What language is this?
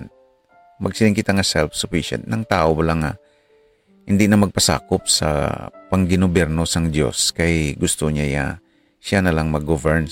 Hiligaynon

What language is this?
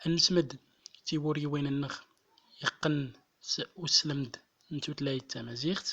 Central Atlas Tamazight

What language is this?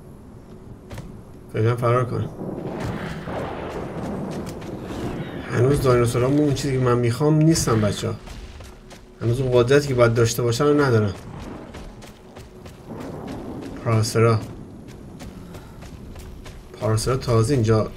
Persian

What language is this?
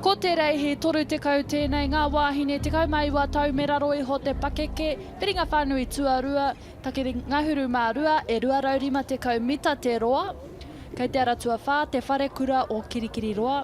Māori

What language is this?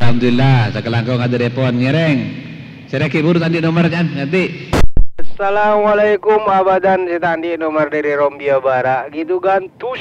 Madurese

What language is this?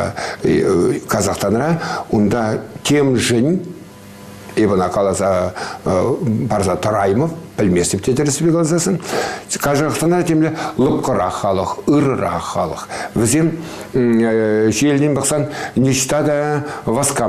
Chuvash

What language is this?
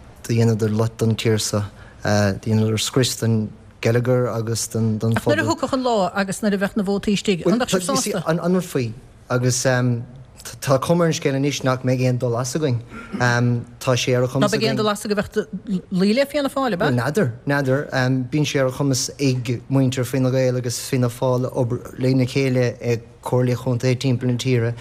Irish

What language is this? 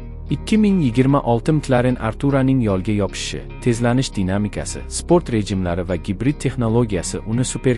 Uzbek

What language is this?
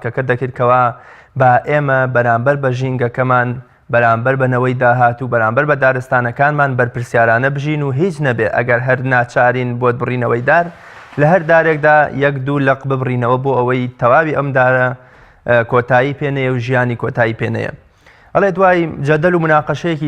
Central Kurdish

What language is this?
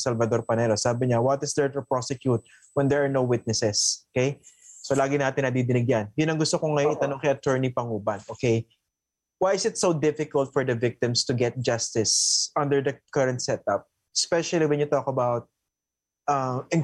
Filipino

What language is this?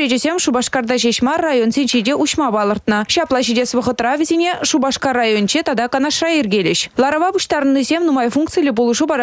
Chuvash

